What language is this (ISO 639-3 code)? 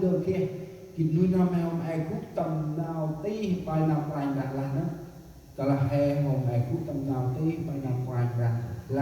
cmo